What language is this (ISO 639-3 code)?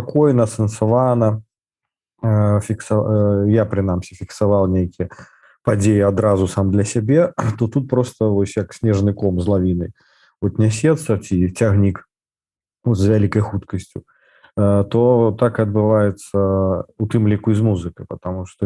bel